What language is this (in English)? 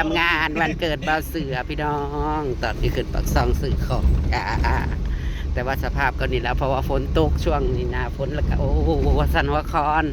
Northeastern Thai